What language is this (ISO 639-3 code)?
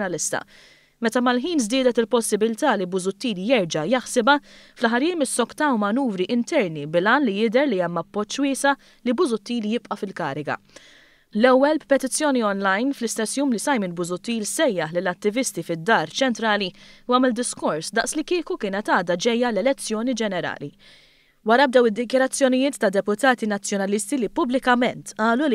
mlt